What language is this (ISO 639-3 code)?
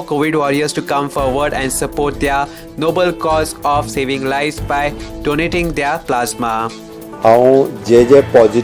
kok